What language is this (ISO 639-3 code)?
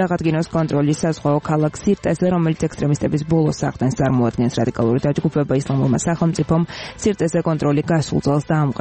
kat